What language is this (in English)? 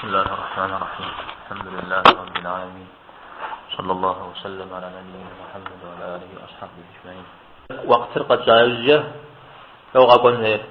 Kabardian